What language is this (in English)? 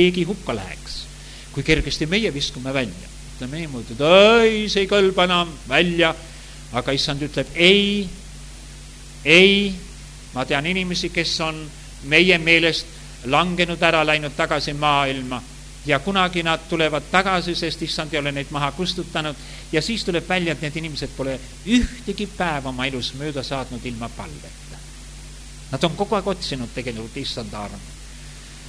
Estonian